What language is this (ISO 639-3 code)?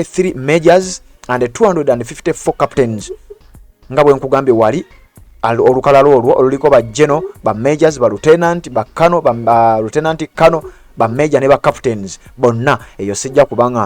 lug